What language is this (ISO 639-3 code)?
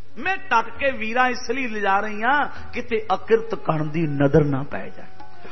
pan